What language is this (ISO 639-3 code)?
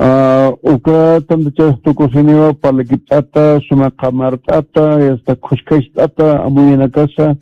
aym